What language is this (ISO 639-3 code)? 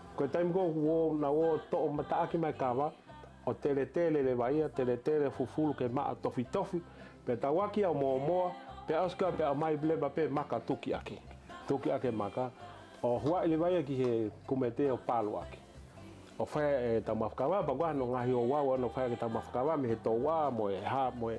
ton